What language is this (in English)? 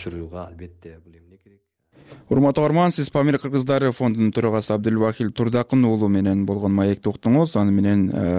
Kyrgyz